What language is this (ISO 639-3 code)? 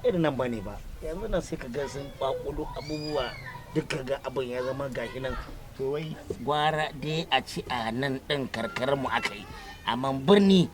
hau